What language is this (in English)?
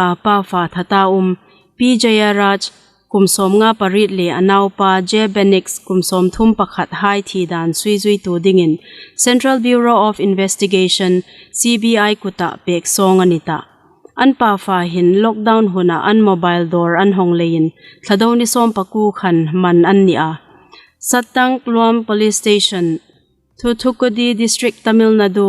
Hmar